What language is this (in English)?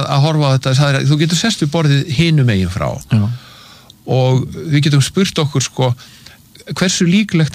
Icelandic